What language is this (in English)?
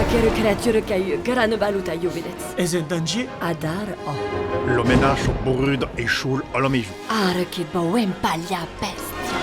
Occitan